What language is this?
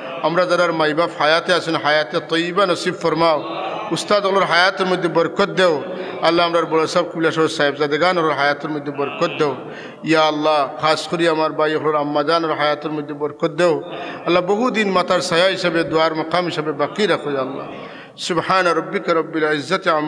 Sylheti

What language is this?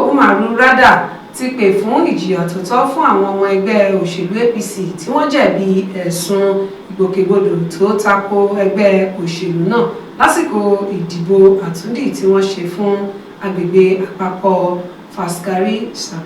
Yoruba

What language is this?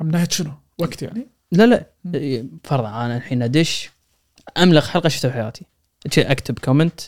Gulf Arabic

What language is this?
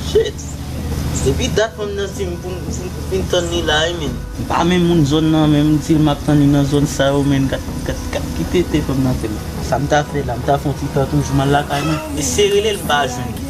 Haitian Creole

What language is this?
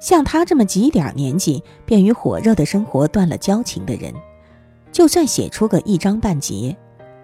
Chinese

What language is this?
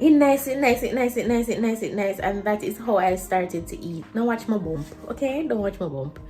Jamaican Creole English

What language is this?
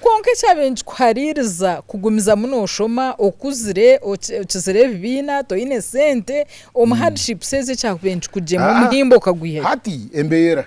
Nyankole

